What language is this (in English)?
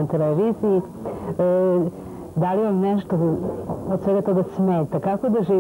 Serbian